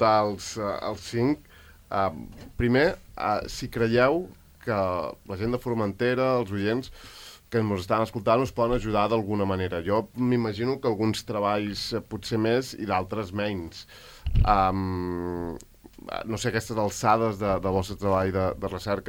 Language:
Catalan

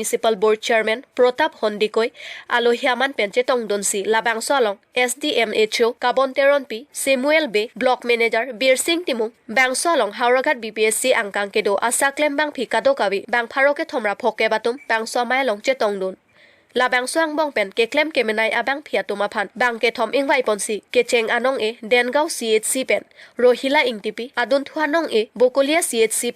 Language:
Karbi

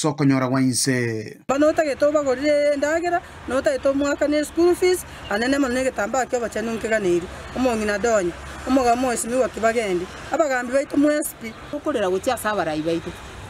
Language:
Gusii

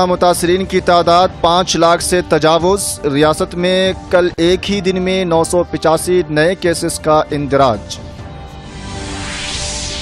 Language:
Urdu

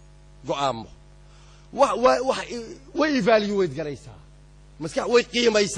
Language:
Somali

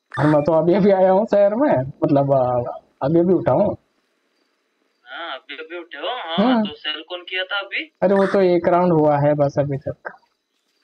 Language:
Hindi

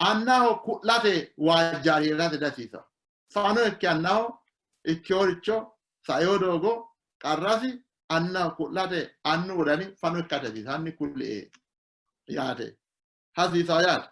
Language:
Sidamo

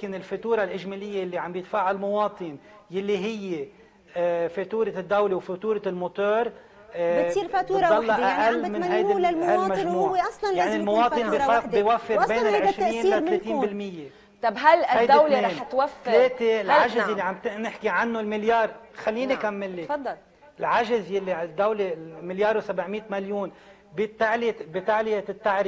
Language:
North Levantine Arabic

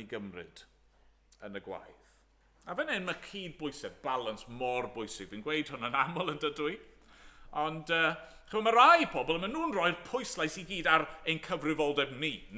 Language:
Welsh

